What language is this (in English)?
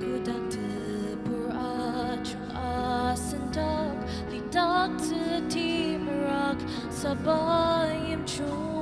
Ao Naga